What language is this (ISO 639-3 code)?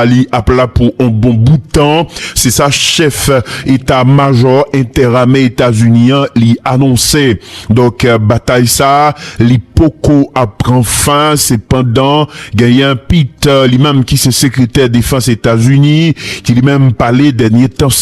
hat